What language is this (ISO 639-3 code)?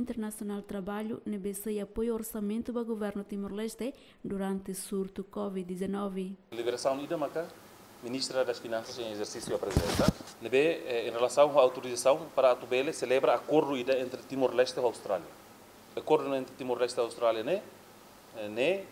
tet